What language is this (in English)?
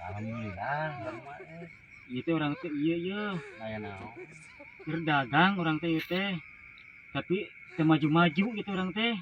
Sundanese